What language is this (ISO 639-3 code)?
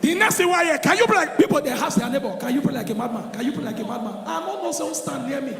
pcm